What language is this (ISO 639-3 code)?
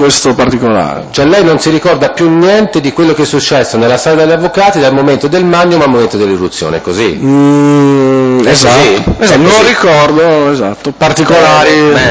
ita